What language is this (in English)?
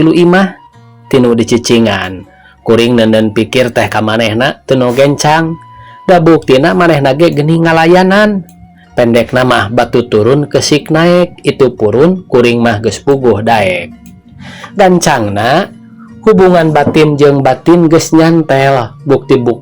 Sundanese